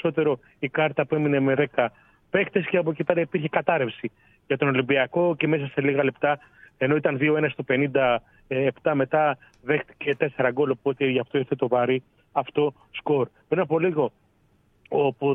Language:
Greek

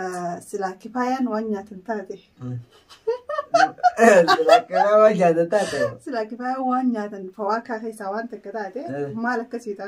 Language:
Oromo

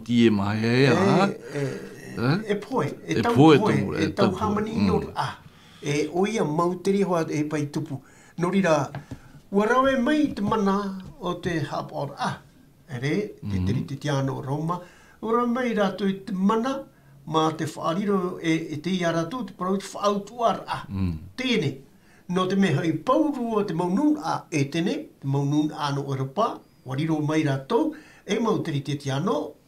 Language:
Tahitian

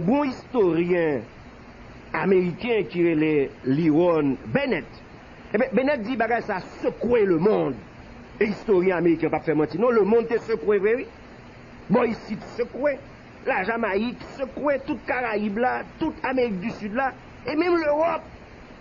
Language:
Haitian Creole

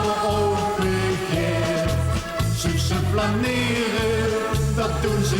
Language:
Limburgish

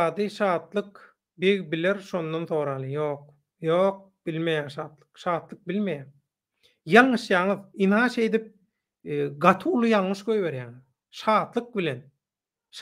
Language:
Turkmen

